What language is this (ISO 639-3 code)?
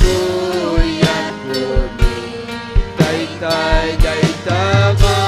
quy